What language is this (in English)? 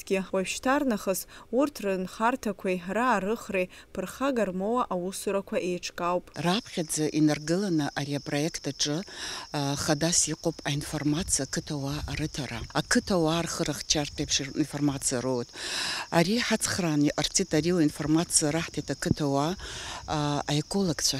Abkhazian